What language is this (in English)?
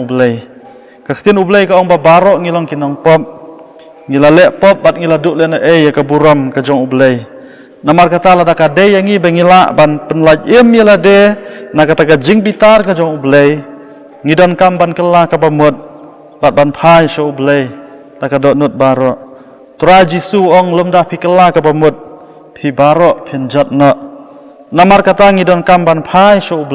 Khasi